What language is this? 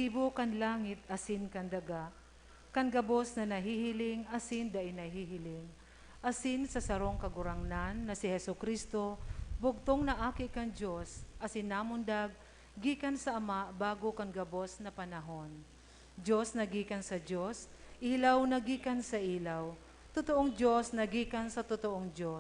Bikol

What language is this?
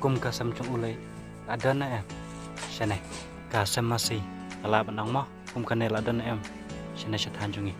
Khasi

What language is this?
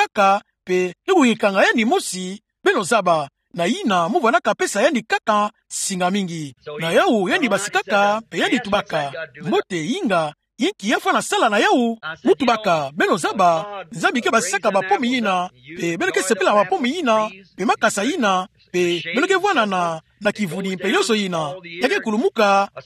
Kituba (Democratic Republic of Congo)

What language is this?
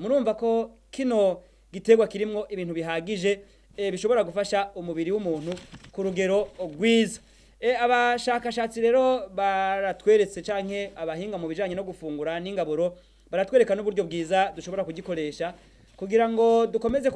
Rundi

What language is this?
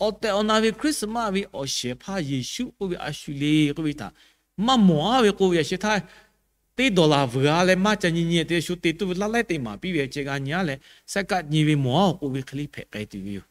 Lahu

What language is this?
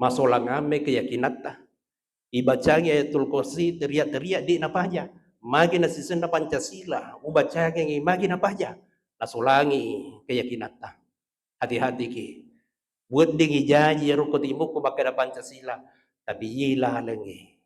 Buginese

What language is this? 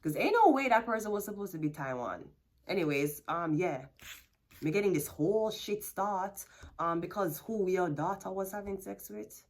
Jamaican Creole English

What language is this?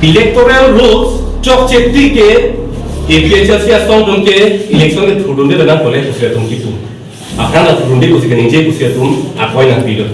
Karbi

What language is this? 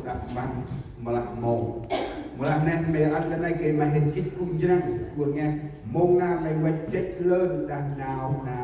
Central Mnong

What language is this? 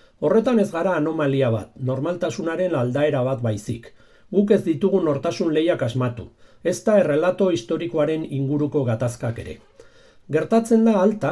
Basque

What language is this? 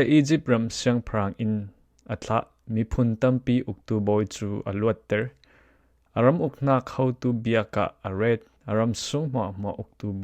Falam Chin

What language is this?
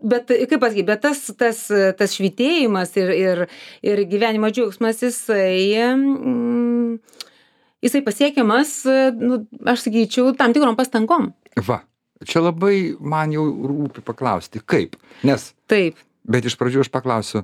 Lithuanian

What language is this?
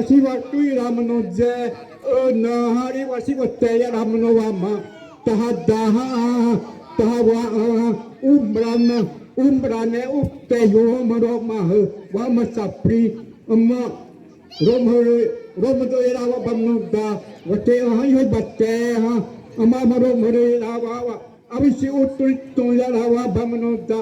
Xavánte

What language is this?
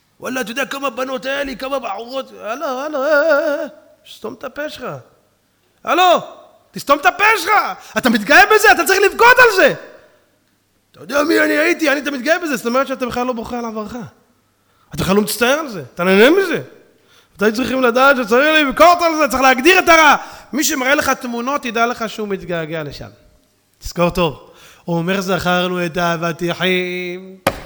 Hebrew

